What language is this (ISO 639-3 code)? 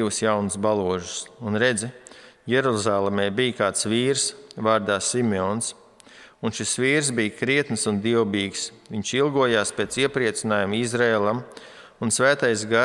lav